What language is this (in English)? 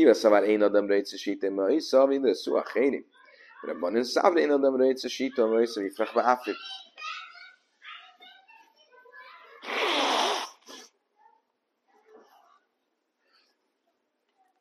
Hungarian